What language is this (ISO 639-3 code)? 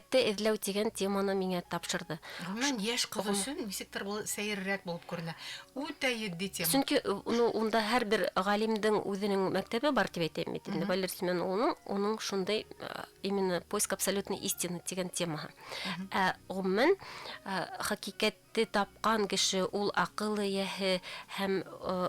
bak